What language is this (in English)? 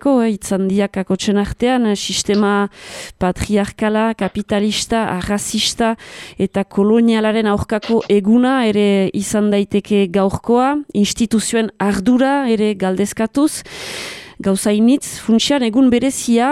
Basque